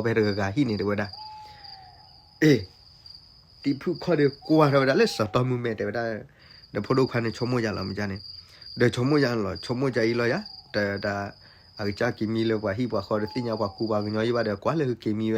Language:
S'gaw Karen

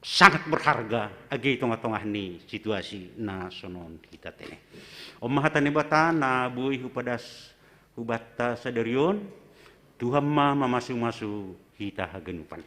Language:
Batak Simalungun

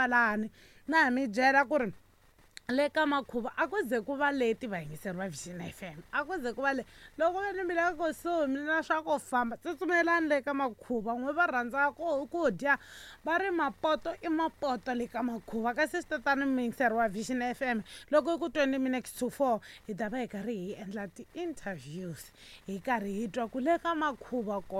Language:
Tsonga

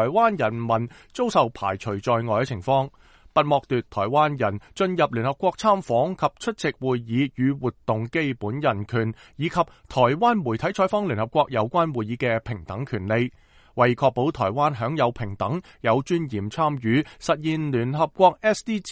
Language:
Cantonese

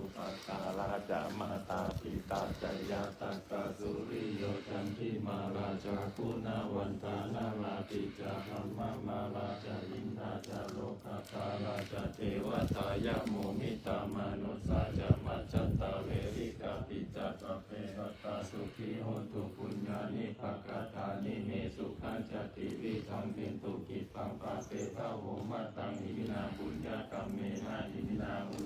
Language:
Pali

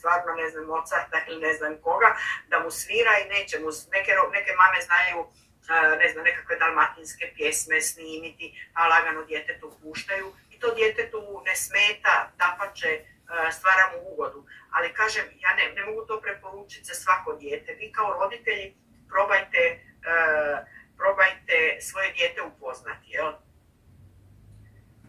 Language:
Croatian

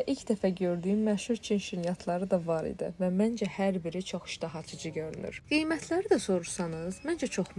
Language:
Azerbaijani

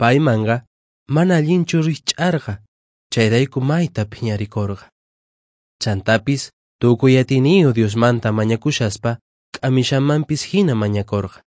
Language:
Quechua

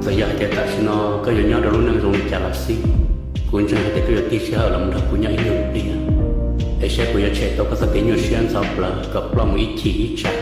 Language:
Hmong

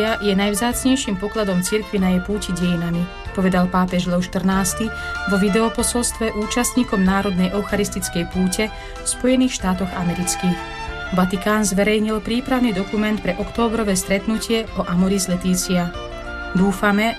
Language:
Slovak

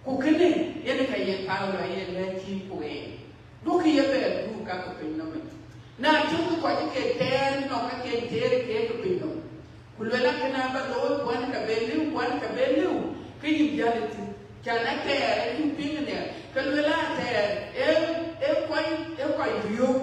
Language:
Dinka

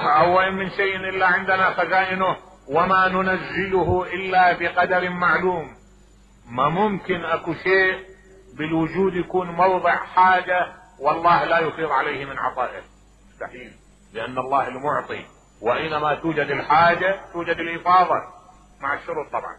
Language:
Mesopotamian Arabic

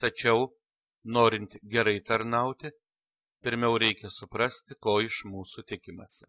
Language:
Lithuanian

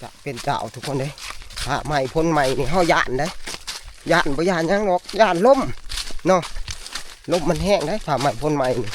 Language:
Northeastern Thai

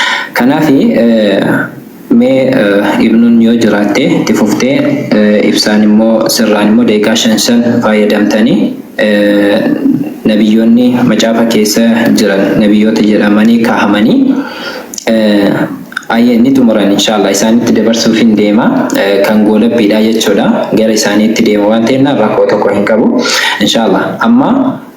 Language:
Oromo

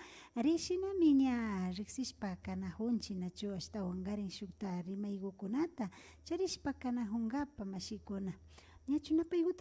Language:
Imbabura Highland Quichua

